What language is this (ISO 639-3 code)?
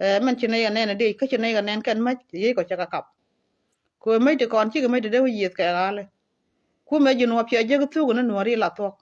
nus